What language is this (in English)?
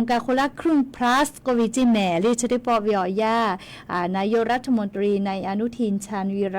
Lahu